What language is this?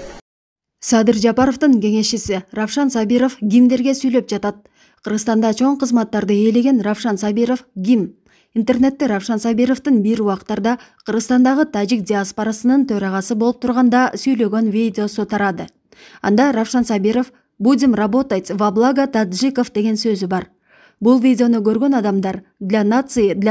Kyrgyz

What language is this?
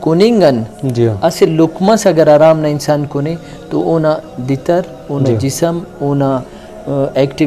Brahui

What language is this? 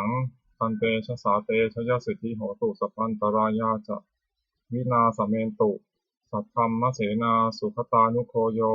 Pali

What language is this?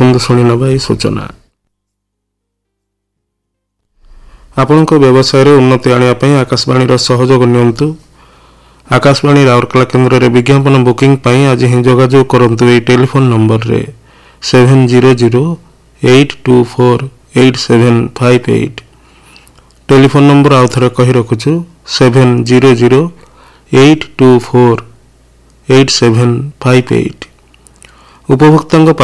Odia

